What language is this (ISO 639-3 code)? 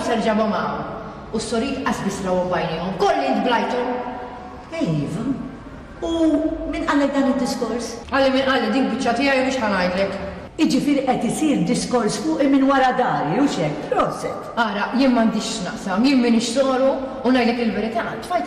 mlt